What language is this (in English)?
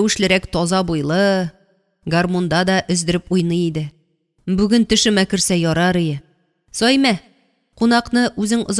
Tatar